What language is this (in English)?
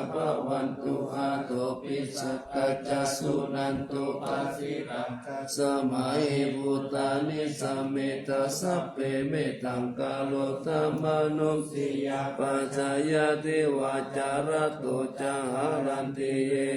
Pali